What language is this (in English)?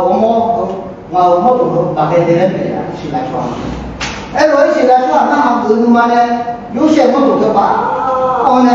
Akha